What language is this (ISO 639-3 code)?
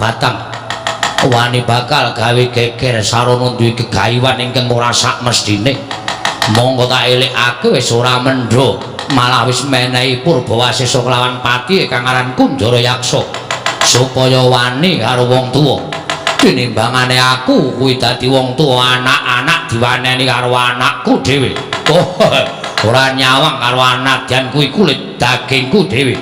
jav